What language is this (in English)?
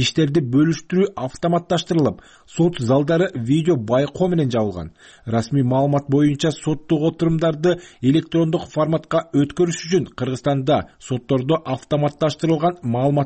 Kyrgyz